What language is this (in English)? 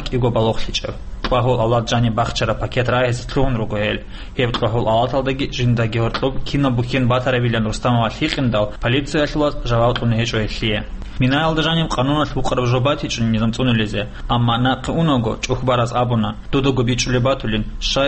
Avaric